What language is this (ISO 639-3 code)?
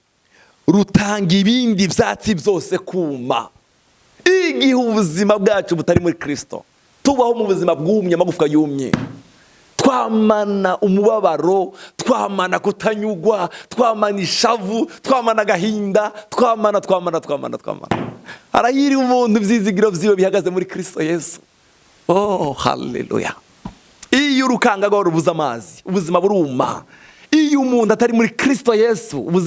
run